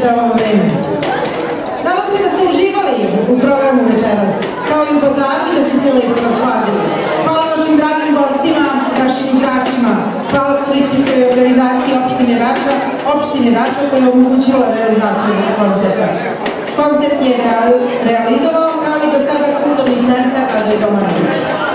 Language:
Serbian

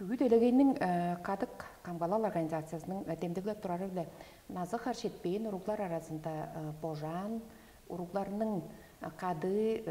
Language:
Tuvinian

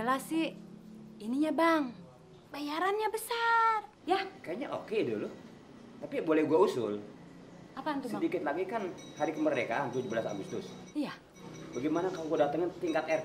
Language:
Betawi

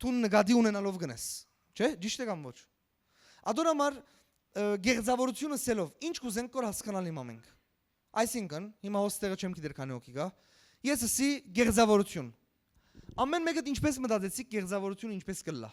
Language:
Western Armenian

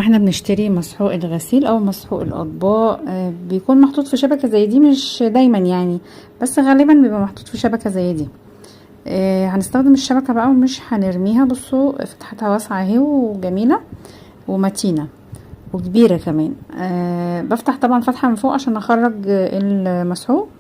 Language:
Egyptian Arabic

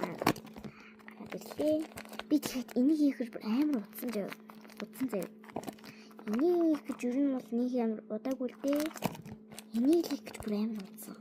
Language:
Mongolian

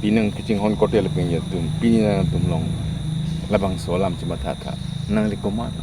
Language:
Karbi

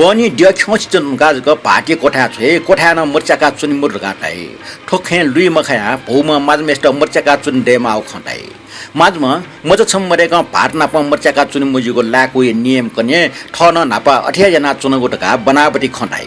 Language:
Newari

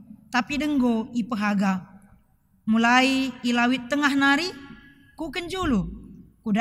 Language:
Batak Karo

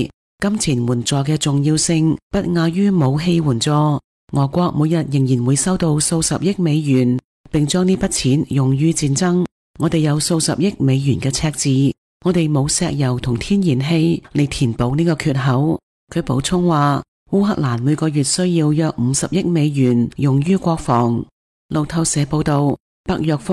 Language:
Cantonese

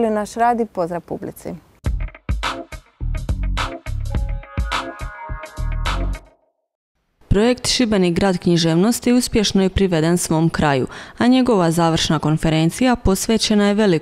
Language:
Croatian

